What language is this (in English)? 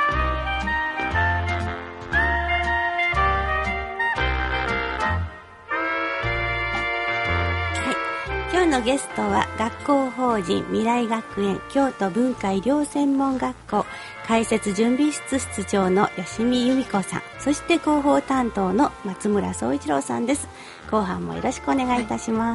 Japanese